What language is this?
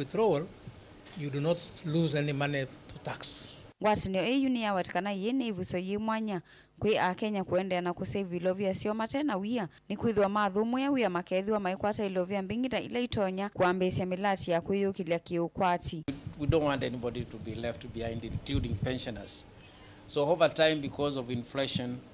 Kamba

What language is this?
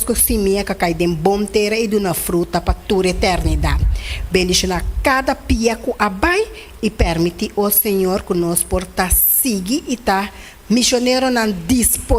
Papiamento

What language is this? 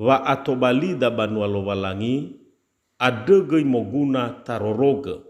Nias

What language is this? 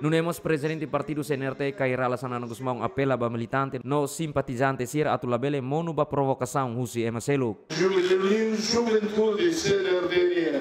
Tetum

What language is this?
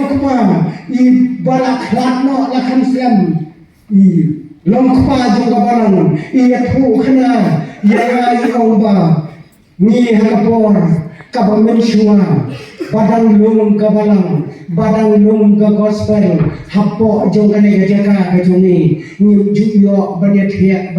Khasi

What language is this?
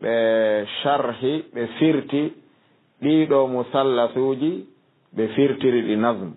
Fula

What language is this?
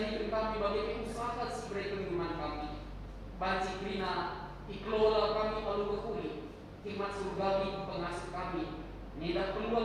Batak Karo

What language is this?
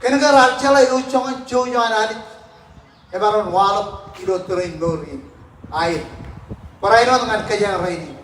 Marshallese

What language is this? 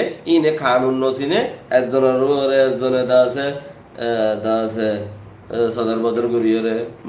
Rohingya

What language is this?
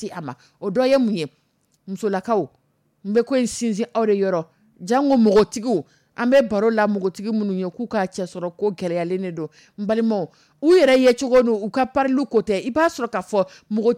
Dyula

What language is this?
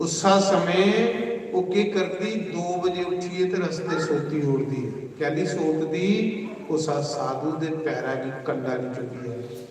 Dogri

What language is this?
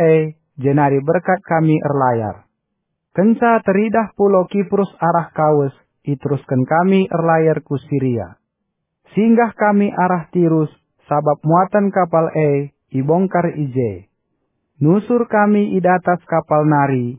Batak Karo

